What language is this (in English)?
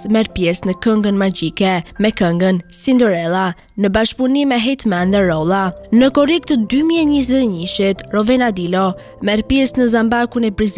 Albanian